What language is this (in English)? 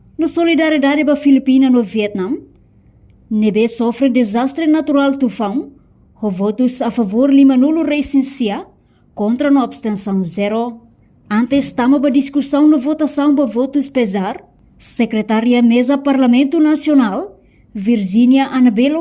Tetum